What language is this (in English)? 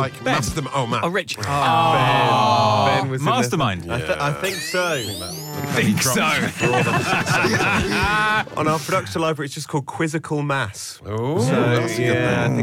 English